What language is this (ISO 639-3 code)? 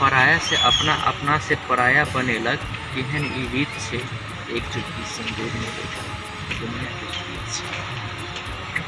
mai